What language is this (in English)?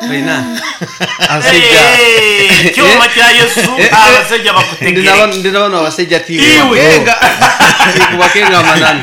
Nyoro